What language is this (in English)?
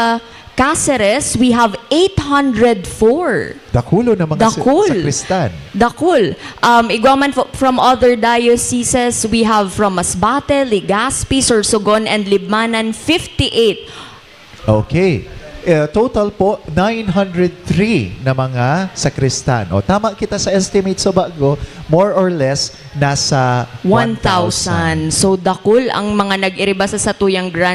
Bikol